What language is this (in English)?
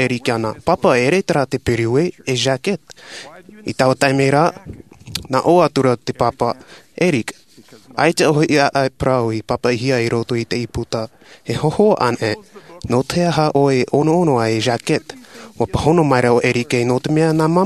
Tahitian